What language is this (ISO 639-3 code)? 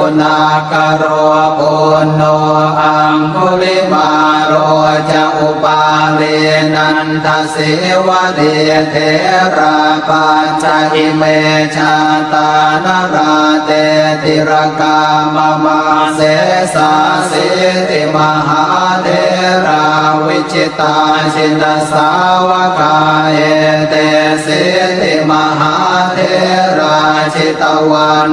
pli